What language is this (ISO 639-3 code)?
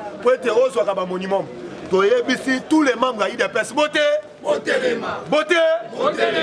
lin